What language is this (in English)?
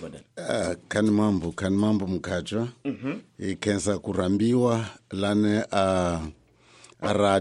Tsonga